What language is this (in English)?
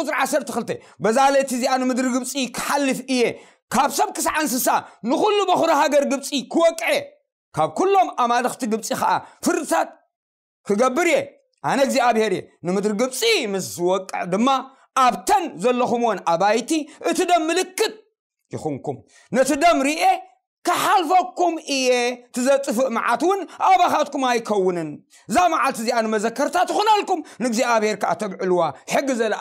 Tigrinya